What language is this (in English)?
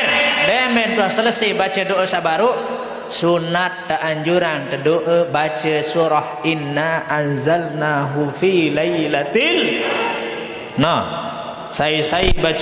Sasak